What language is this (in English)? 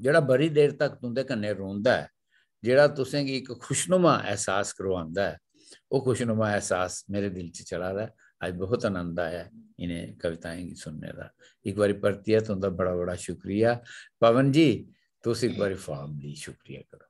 Dogri